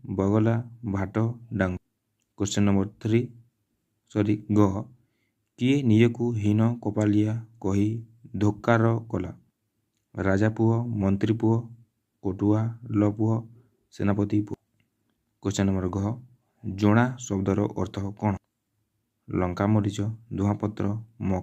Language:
Odia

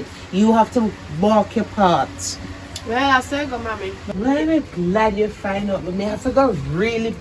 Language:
Jamaican Creole English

